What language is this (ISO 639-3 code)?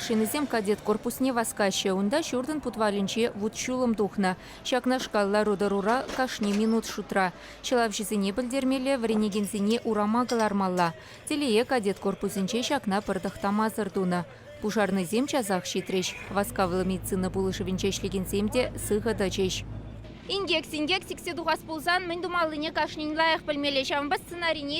chv